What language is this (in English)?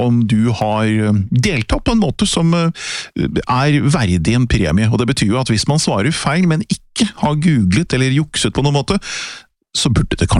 Norwegian